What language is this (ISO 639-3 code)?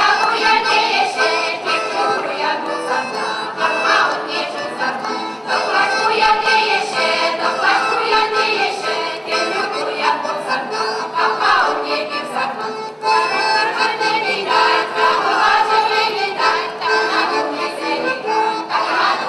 chv